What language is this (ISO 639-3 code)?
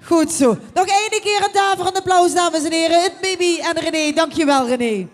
lim